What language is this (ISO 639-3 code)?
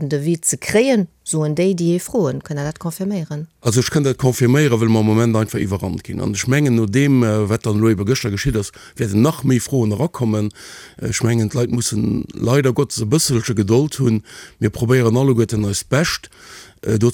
ltz